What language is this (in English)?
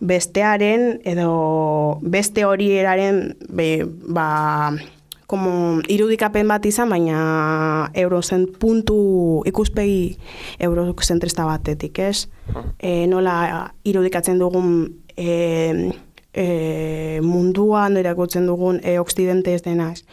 Basque